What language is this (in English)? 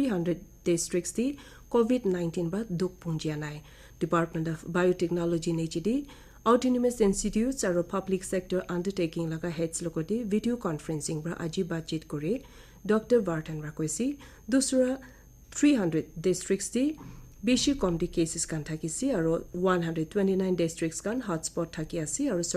Naga Pidgin